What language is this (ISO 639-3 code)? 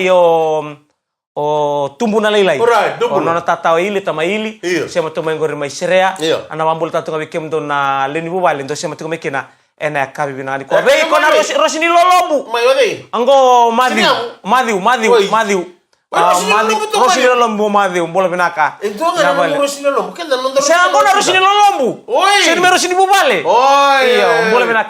fij